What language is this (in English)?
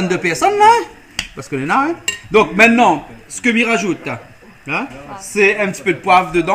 Réunion Creole French